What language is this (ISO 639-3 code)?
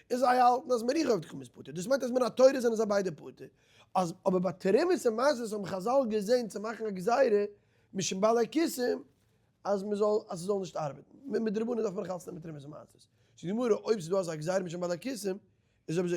yid